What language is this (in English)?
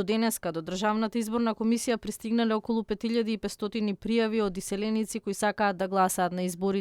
Macedonian